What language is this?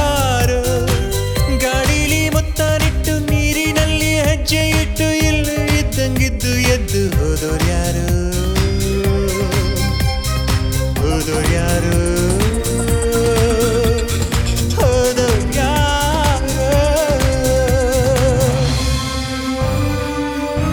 Kannada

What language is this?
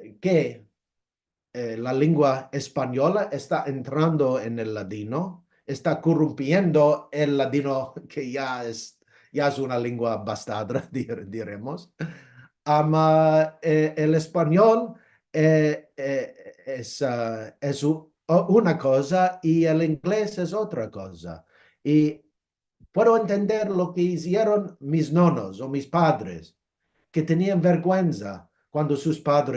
Ladino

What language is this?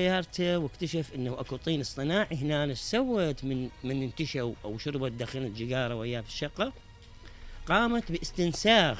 Mesopotamian Arabic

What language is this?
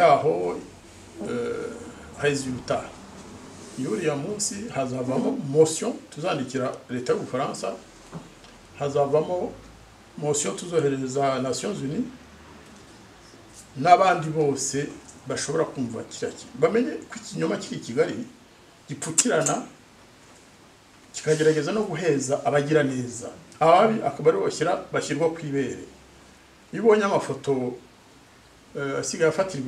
Kinyarwanda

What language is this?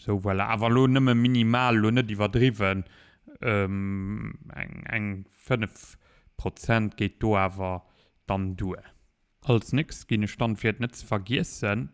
Luxembourgish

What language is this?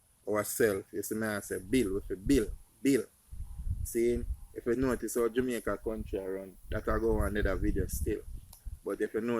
Jamaican Creole English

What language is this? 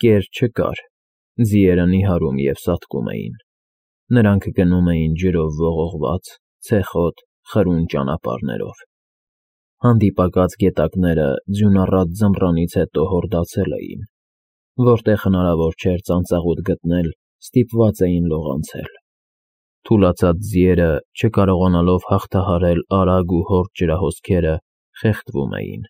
Armenian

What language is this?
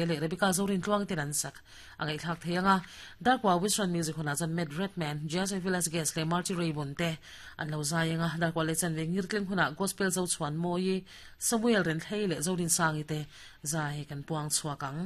Mizo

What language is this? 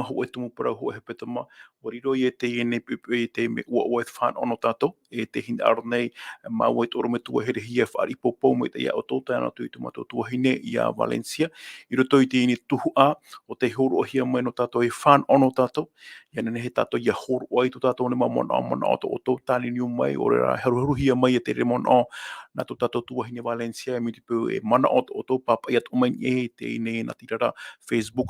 Tahitian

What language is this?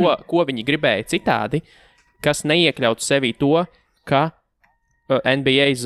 Latvian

